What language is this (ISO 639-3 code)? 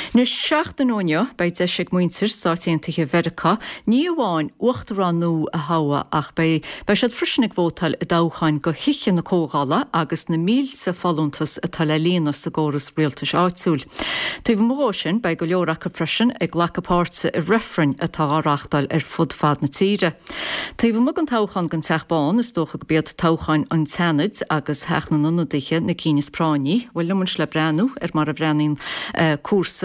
gle